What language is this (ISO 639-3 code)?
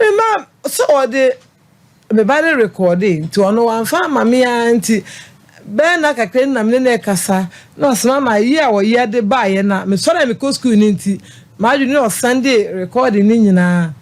aka